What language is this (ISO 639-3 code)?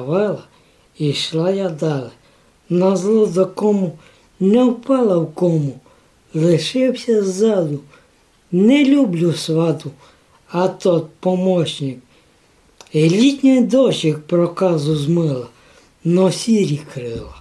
rue